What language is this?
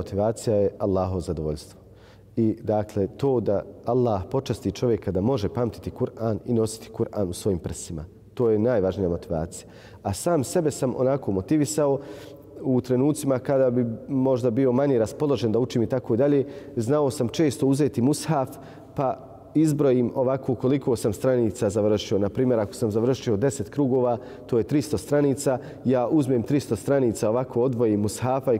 Bosnian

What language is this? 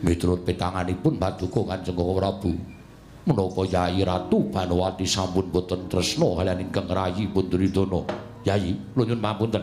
Javanese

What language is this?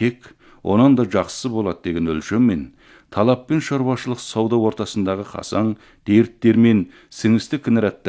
Kazakh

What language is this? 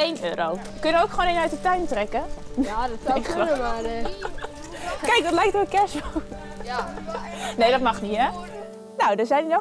Dutch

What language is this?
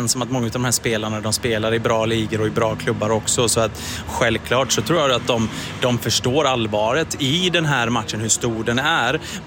Swedish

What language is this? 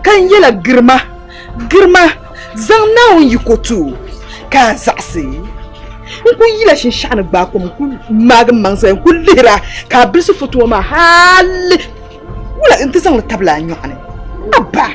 Dagbani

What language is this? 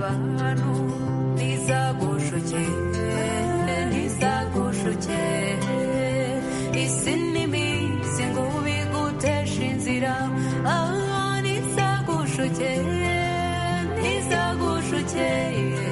Kinyarwanda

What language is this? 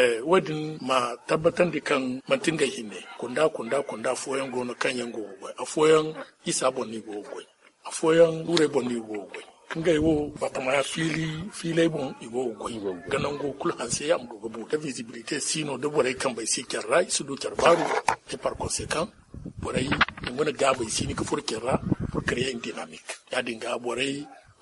Zarma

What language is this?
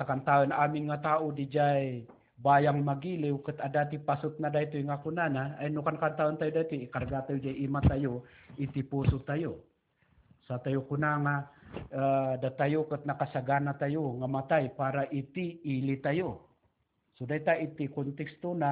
Iloko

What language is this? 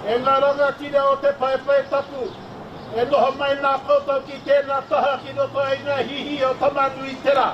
Māori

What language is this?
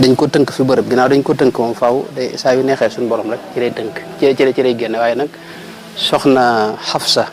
Wolof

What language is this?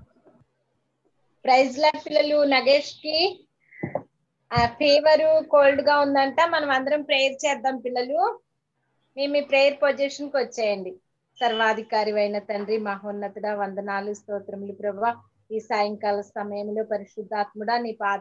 Telugu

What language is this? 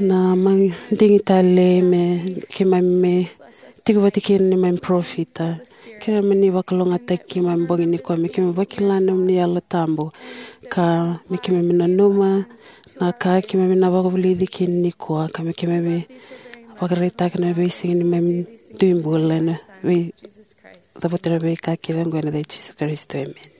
Fijian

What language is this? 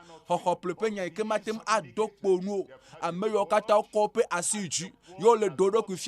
Ewe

